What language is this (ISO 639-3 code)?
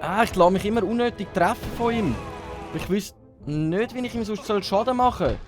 gsw